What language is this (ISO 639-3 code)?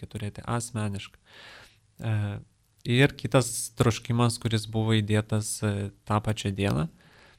lit